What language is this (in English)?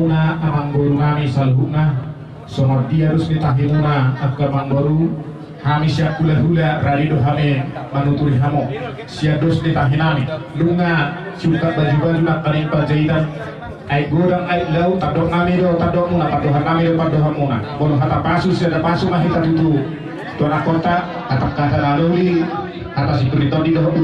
Batak Toba